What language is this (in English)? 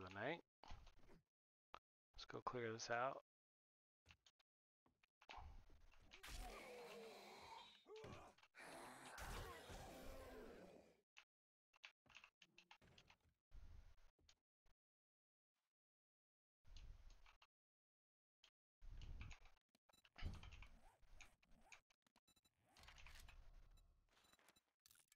English